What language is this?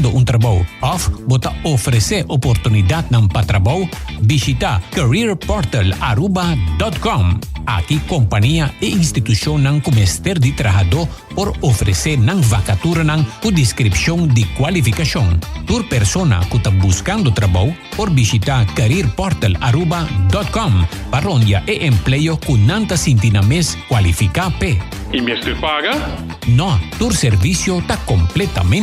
Papiamento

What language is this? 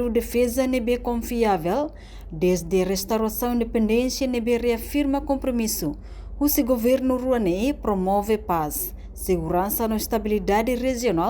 Tetum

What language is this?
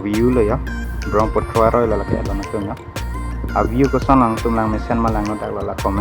Karbi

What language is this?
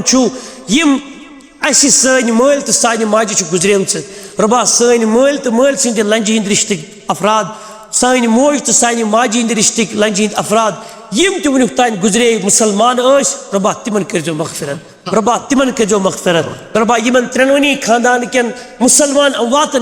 Kashmiri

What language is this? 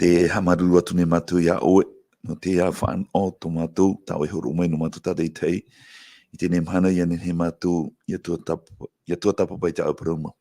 Tahitian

